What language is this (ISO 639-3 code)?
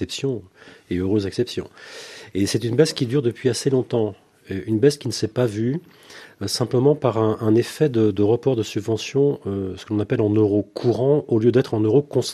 fra